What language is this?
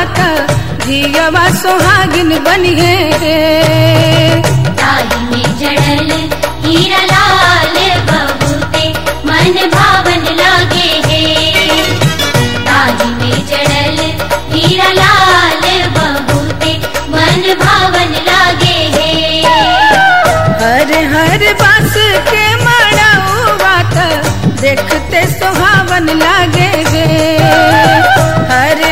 Bhojpuri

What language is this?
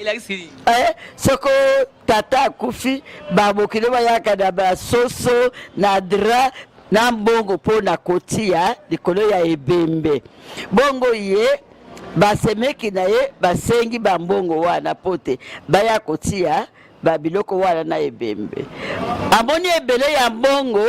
Lingala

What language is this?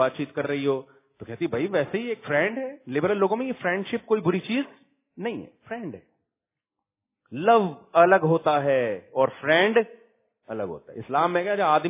Urdu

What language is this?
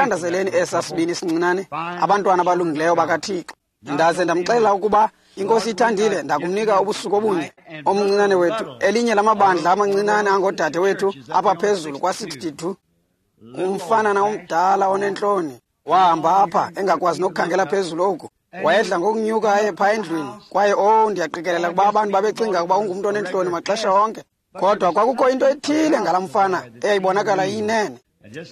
Xhosa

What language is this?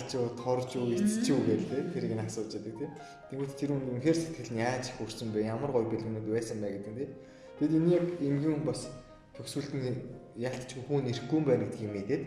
Mongolian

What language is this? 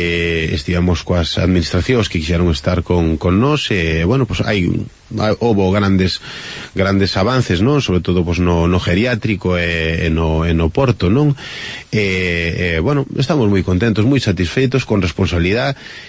Galician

